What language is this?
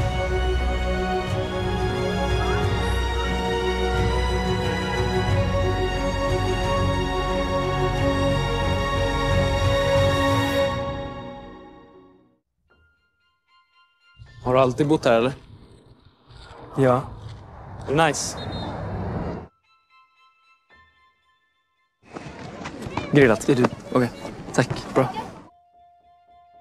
Swedish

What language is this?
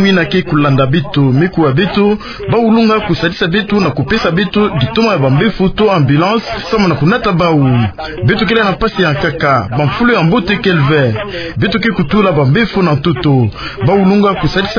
Kituba (Democratic Republic of Congo)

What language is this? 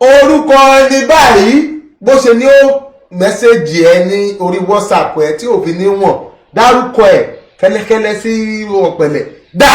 Yoruba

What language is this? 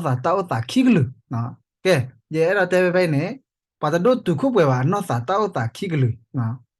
S'gaw Karen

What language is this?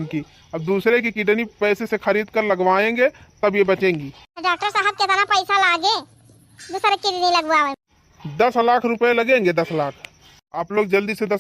Awadhi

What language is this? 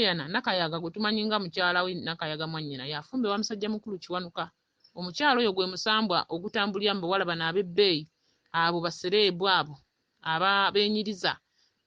Ganda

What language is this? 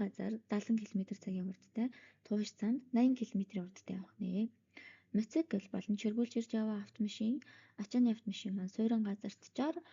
Mongolian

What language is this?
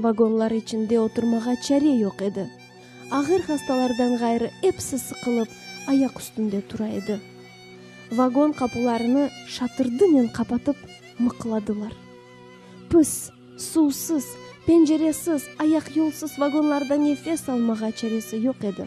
Crimean Tatar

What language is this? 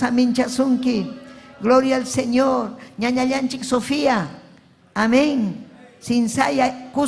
Ayacucho Quechua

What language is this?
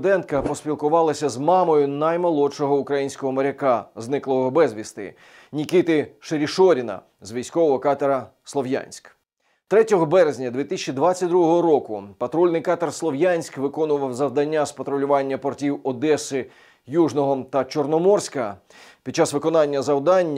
Ukrainian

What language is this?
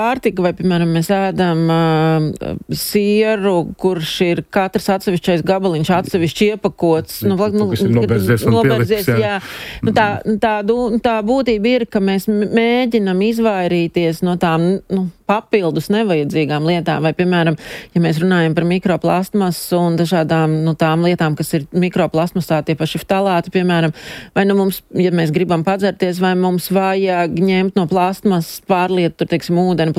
Latvian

